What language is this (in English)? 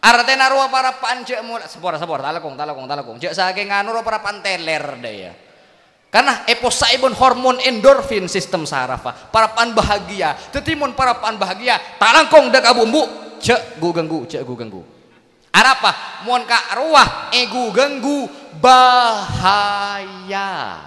Madurese